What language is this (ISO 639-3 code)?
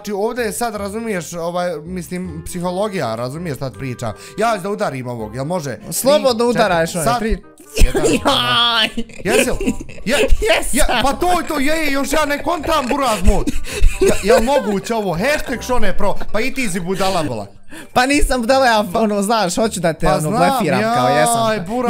bos